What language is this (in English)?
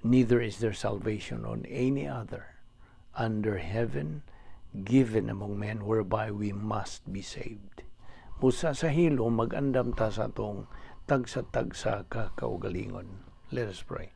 Cebuano